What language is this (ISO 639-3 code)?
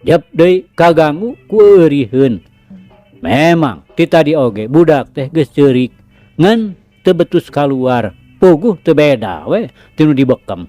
sun